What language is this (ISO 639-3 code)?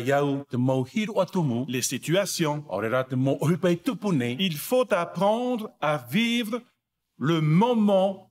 tah